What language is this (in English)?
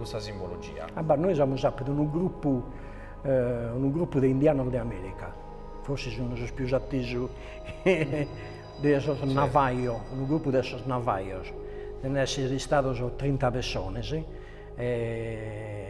Sardinian